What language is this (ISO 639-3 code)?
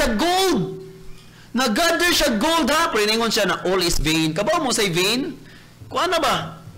ceb